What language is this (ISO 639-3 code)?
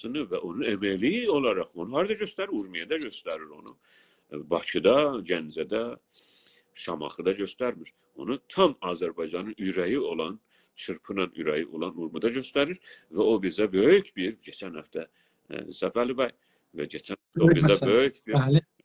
azb